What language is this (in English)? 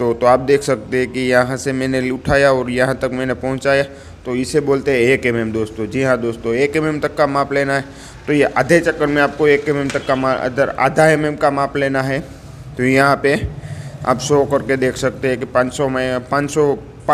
Hindi